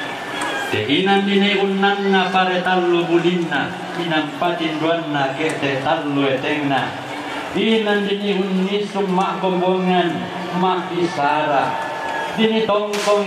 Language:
Toraja-Sa'dan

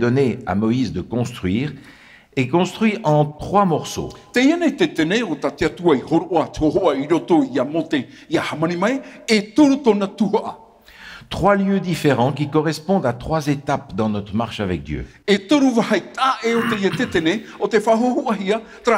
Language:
Tahitian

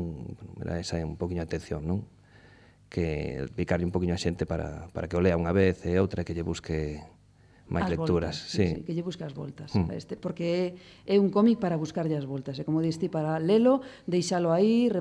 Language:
Galician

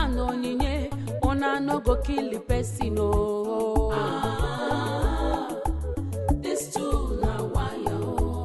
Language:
Nigerian Pidgin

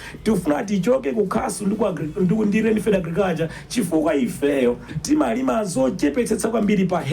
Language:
Nyanja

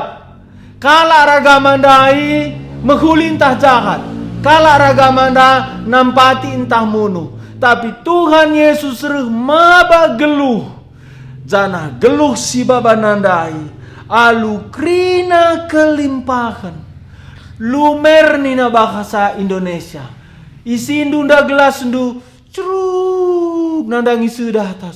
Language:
Batak Karo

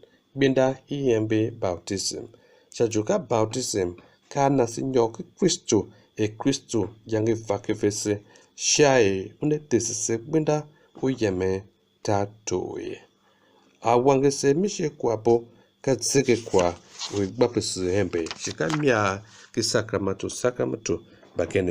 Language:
Tiv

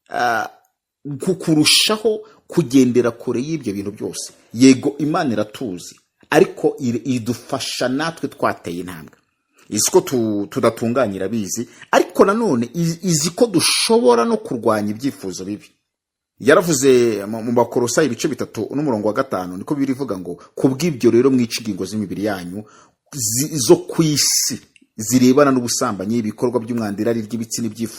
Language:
Kinyarwanda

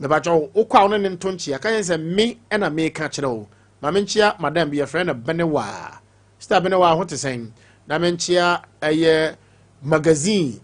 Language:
Akan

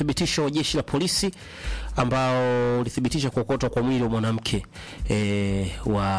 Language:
Swahili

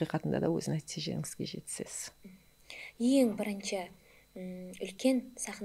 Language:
Kara-Kalpak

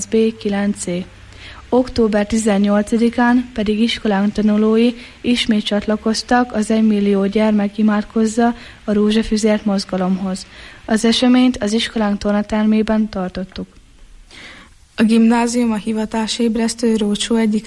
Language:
Hungarian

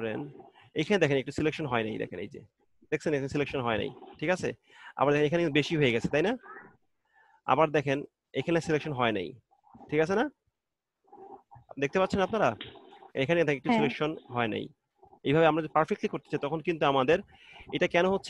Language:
Bangla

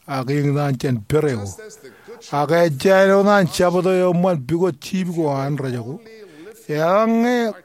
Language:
Marshallese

